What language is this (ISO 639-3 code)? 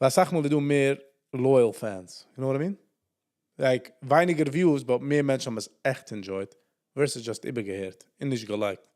yid